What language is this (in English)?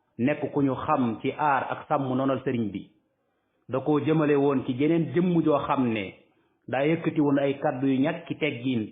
Wolof